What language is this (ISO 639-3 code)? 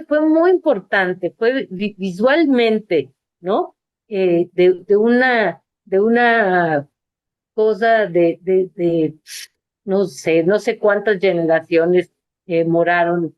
lad